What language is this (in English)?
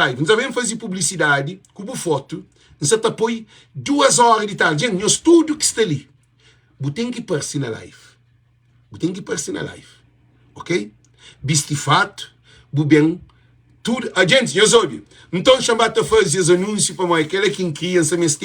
Kabuverdianu